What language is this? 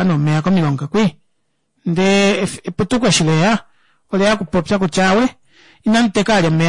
Kuanyama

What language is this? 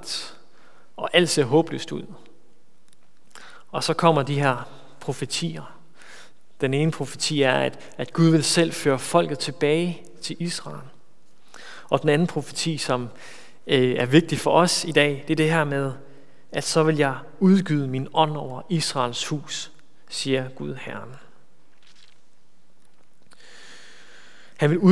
Danish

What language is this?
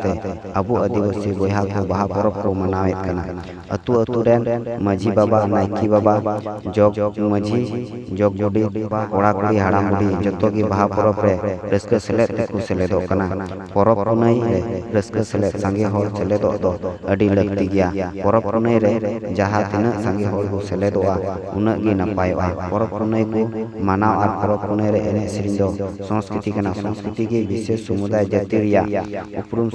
Santali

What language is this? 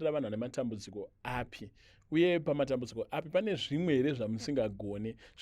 Shona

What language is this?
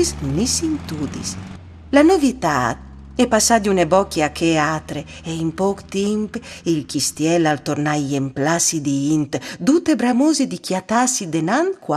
Friulian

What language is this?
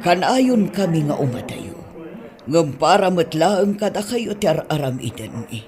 Iloko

